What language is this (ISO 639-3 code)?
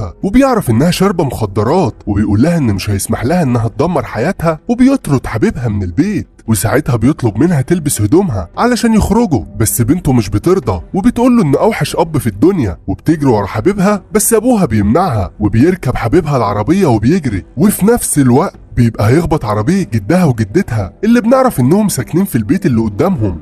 arz